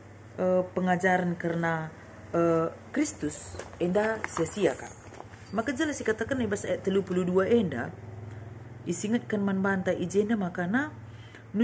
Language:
Batak Karo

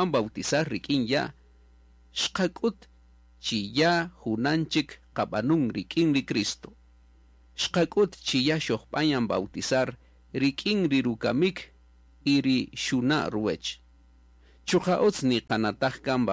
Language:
Kaqchikel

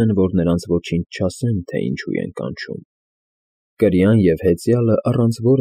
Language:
Armenian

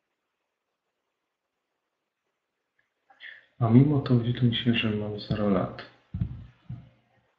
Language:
Polish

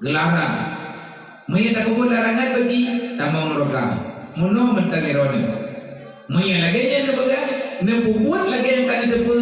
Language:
Achinese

